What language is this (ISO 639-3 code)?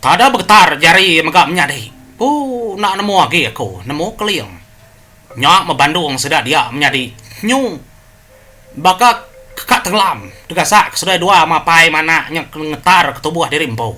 iba